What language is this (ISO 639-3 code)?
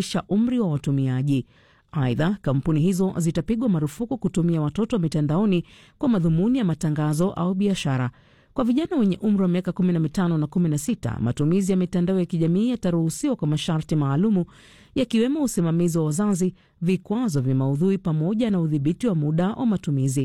swa